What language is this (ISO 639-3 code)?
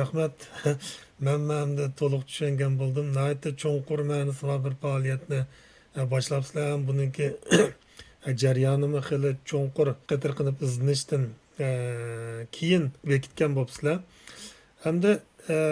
uig